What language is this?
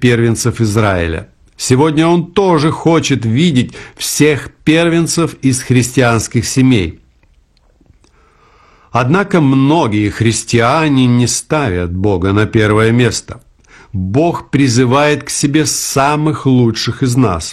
Russian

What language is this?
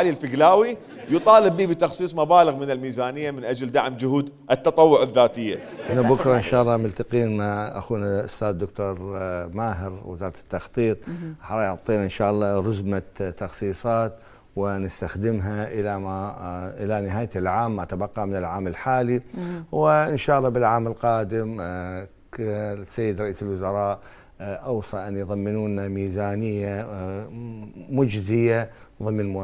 Mesopotamian Arabic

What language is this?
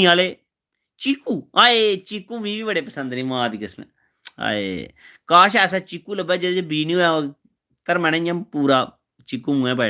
Dogri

